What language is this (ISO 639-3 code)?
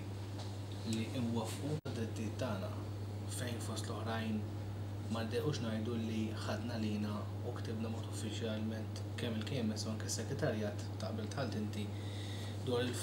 mlt